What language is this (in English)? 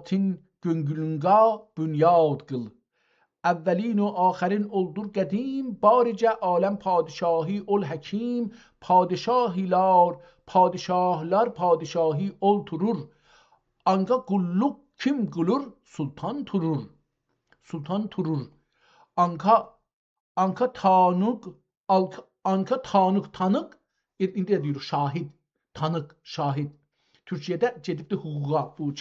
South Azerbaijani